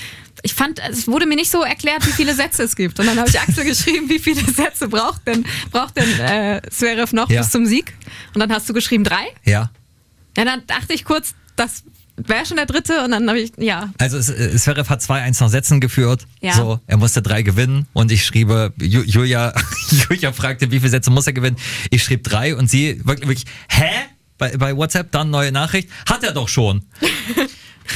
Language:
German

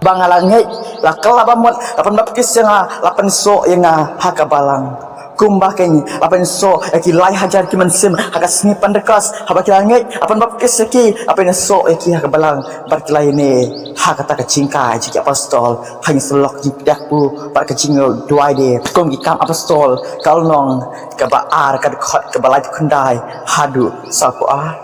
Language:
Khasi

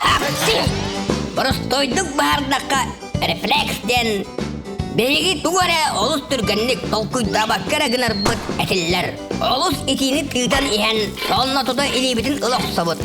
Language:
Yakut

